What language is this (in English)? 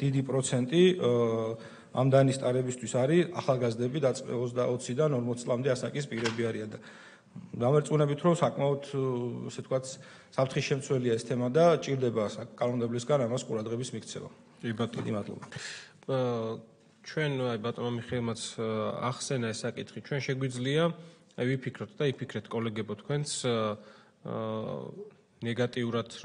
Georgian